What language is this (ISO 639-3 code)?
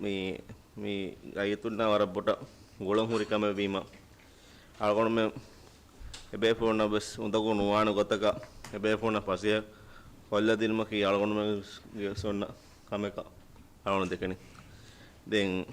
div